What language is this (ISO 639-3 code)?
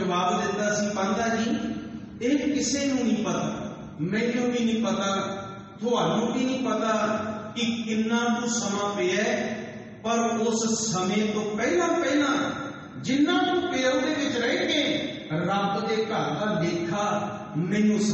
pan